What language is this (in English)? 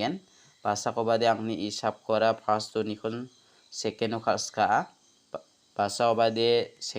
Garo